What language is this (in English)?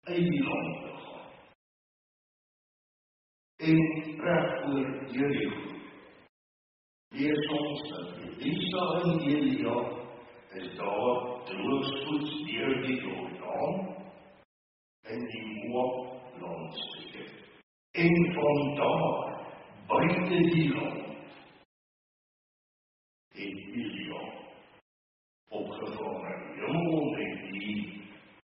Afrikaans